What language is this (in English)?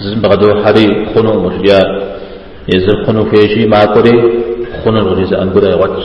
Kabardian